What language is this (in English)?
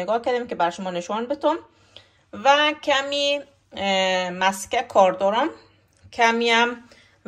Persian